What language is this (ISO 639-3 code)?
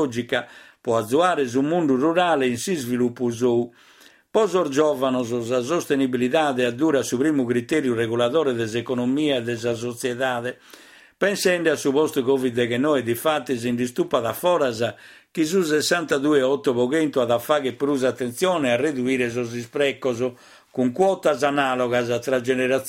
srd